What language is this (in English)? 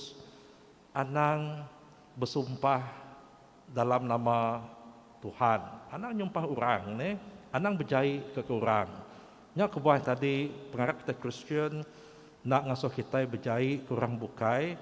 Iban